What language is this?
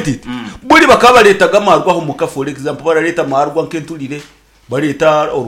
Nyankole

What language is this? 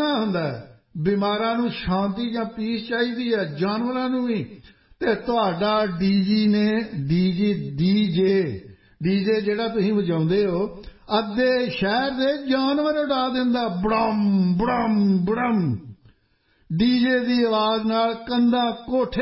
Punjabi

